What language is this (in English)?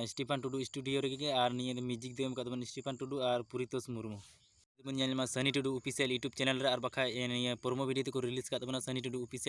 Santali